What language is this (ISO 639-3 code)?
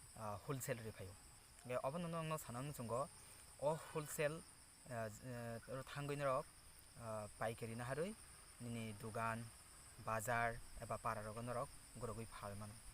trp